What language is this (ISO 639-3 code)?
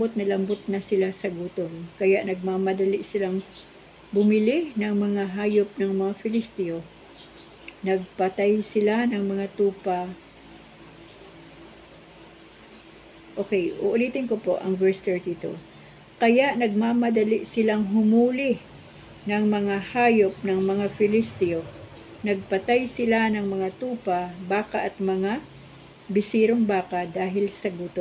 fil